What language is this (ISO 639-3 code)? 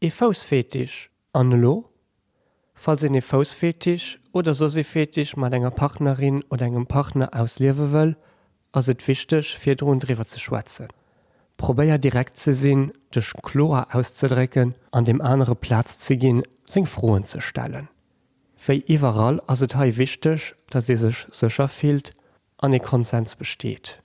ltz